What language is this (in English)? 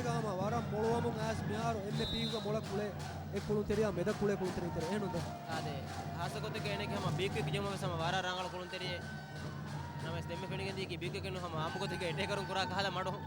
Divehi